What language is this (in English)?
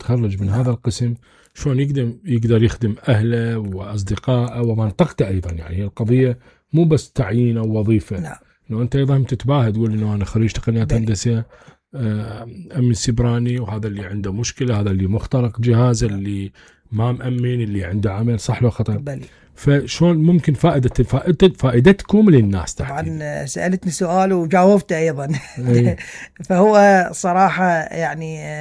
Mesopotamian Arabic